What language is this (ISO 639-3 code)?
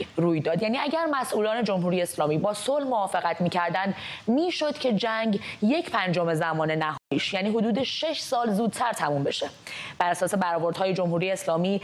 fas